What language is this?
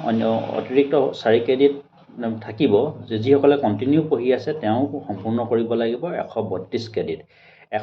Assamese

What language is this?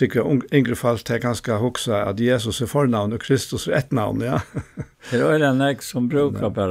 Faroese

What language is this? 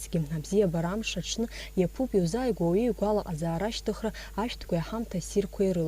Abkhazian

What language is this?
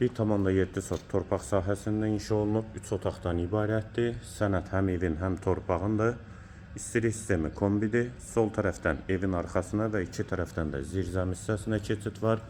Azerbaijani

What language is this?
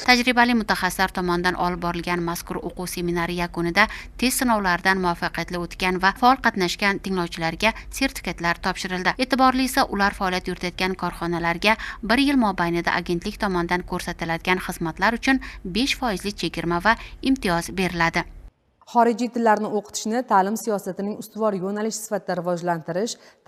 Uzbek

